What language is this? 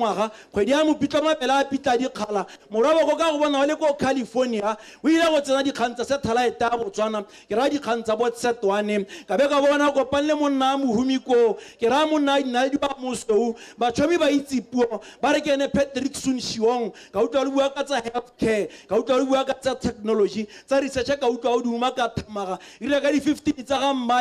Tswana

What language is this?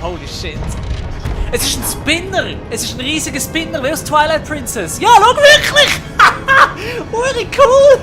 Swiss German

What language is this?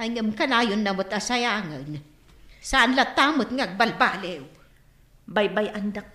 Iloko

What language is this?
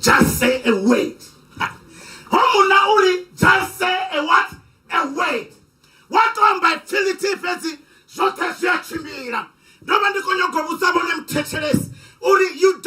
Venda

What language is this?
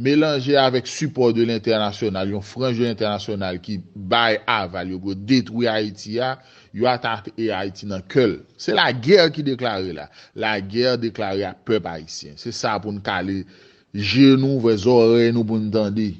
Haitian Creole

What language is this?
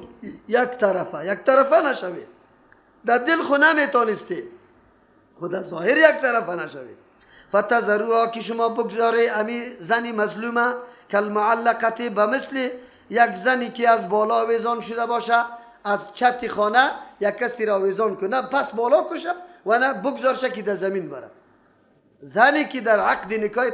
Persian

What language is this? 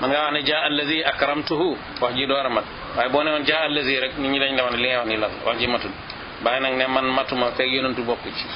Wolof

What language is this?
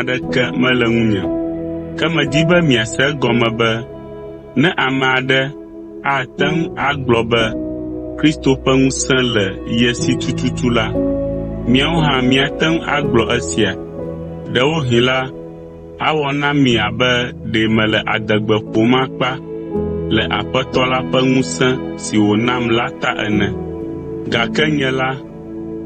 Ewe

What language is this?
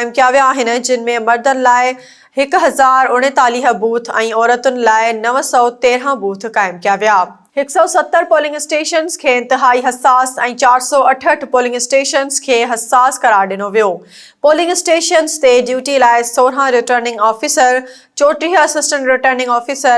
Sindhi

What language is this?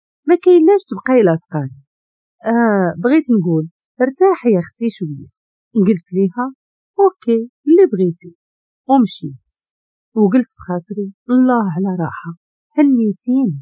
Moroccan Arabic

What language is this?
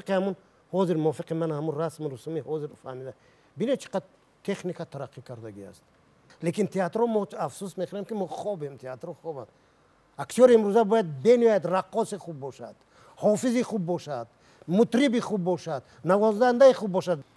Tajik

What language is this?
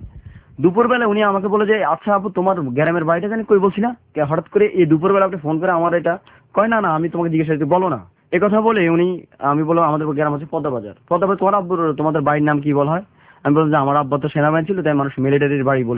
Bangla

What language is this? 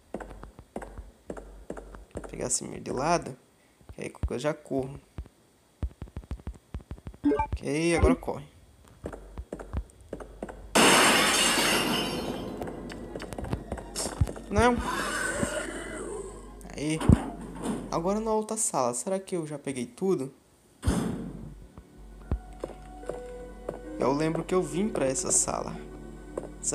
Portuguese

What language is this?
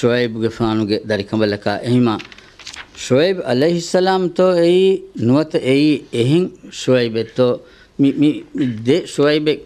Divehi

